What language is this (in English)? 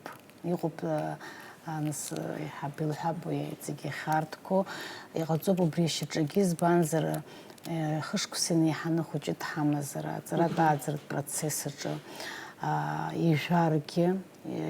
Abkhazian